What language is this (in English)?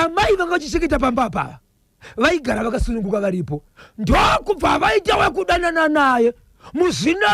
Shona